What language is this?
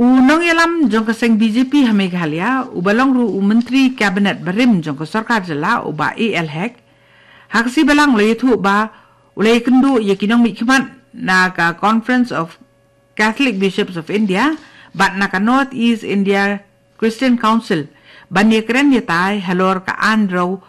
Khasi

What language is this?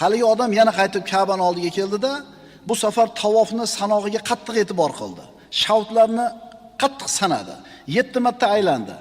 Uzbek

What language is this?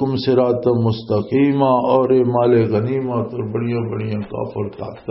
Western Panjabi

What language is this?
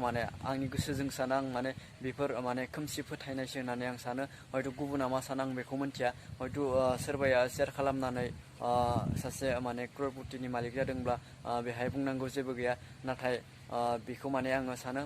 Bodo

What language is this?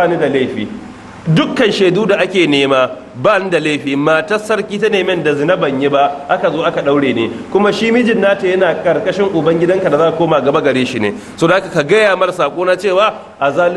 Hausa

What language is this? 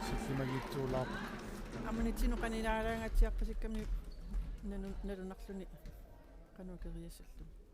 Kalaallisut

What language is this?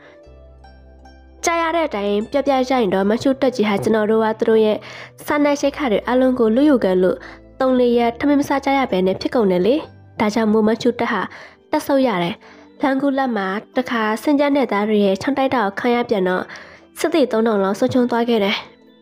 Burmese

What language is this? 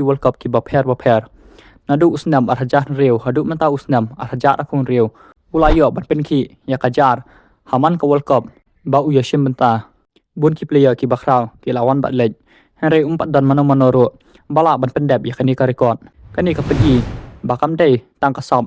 Khasi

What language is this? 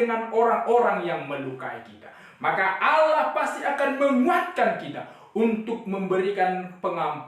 Batak Simalungun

